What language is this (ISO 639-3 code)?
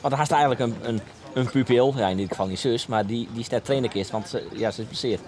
fry